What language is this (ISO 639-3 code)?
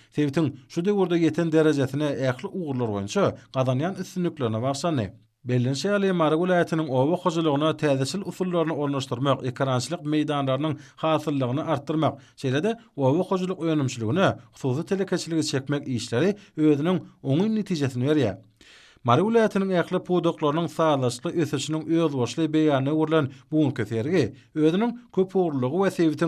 tuk